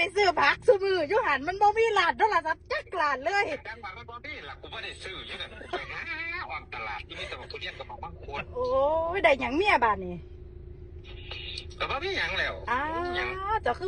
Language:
Northeastern Thai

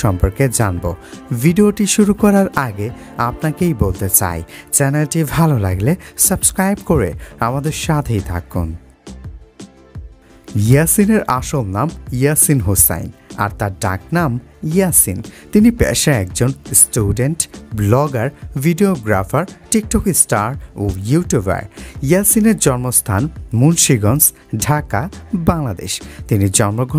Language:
Bangla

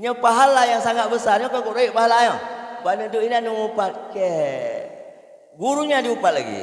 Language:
Achinese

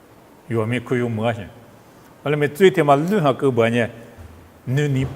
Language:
Lisu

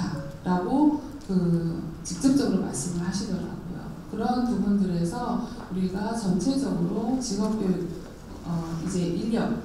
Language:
Korean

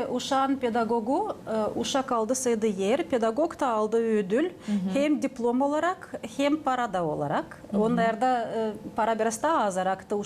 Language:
Gagauz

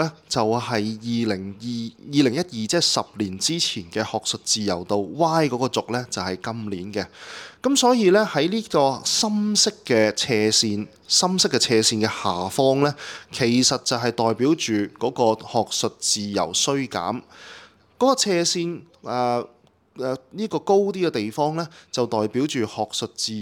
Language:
Cantonese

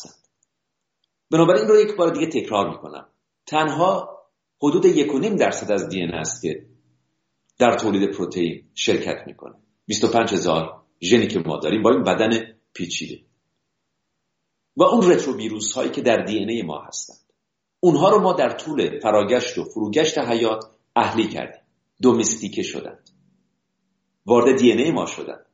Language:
Persian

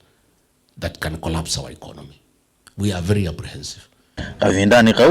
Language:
Kamba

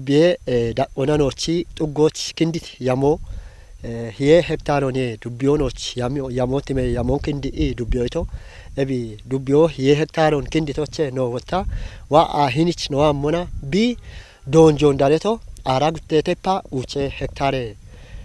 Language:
Kafa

